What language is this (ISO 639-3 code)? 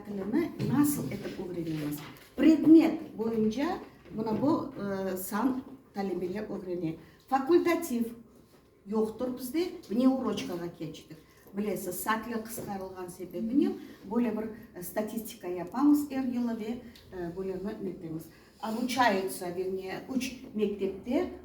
crh